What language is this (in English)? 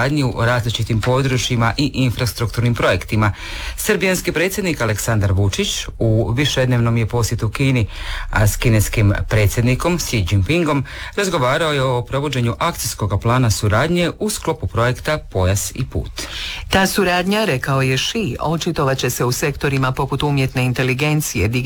Croatian